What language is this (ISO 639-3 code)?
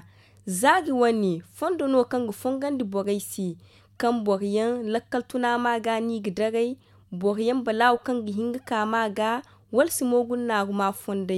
dje